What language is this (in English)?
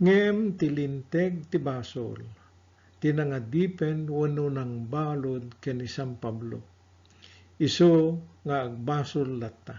Iloko